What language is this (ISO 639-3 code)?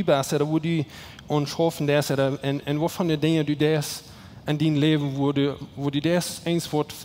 pdt